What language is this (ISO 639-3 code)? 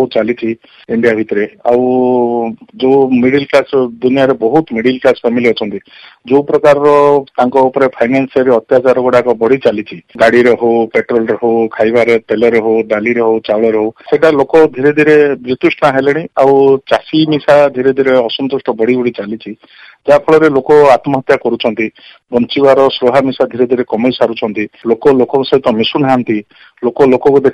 ori